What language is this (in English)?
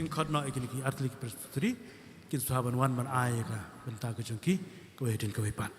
Khasi